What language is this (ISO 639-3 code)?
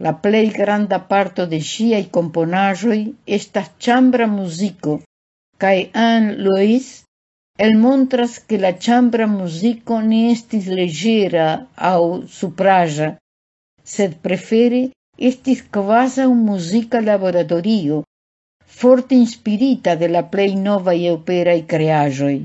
epo